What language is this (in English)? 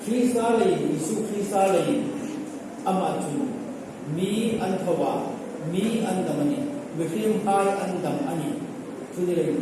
Hmar